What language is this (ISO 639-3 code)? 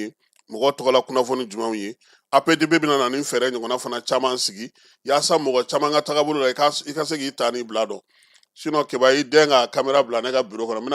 bam